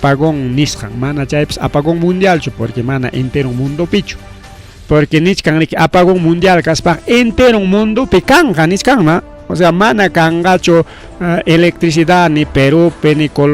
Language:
Ayacucho Quechua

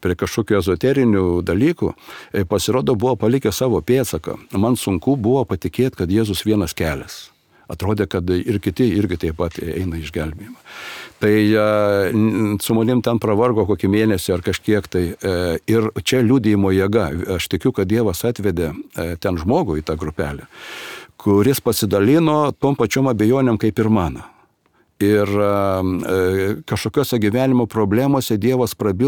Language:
Lithuanian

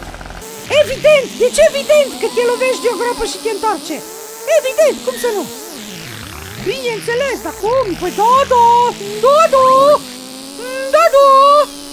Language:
Romanian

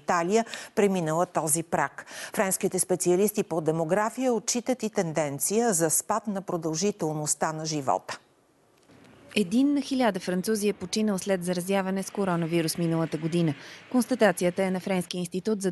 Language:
Bulgarian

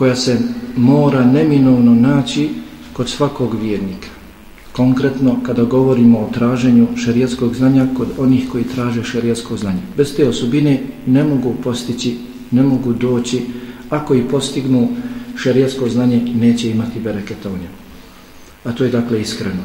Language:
Bosnian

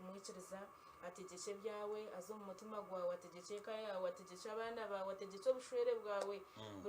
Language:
Nyankole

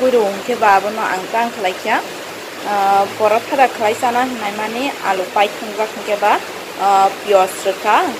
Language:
Kok Borok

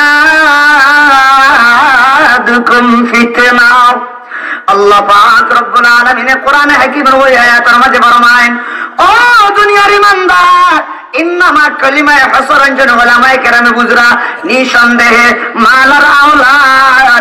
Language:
Sylheti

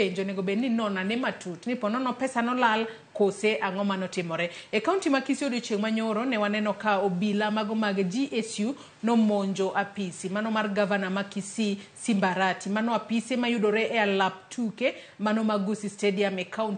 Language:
Luo (Kenya and Tanzania)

